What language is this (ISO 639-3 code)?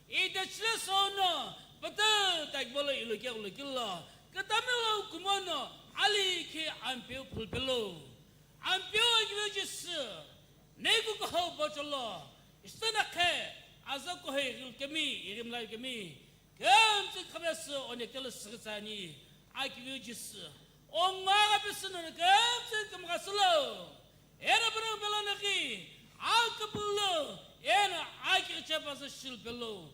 nsm